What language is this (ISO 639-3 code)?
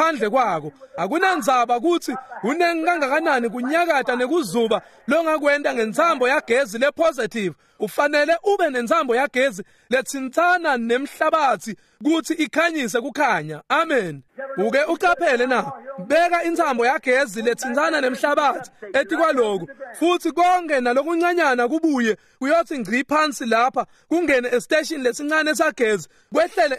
ssw